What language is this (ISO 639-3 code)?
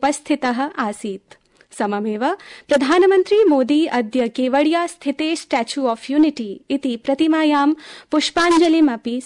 san